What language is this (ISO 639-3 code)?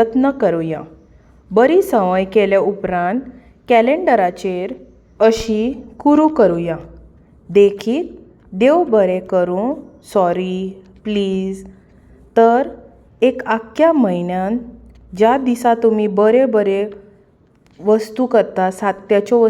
kok